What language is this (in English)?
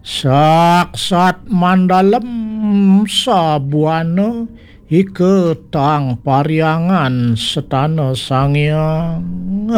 Balinese